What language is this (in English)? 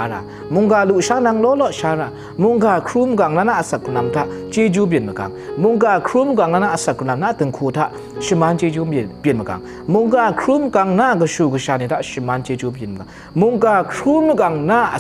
Kachin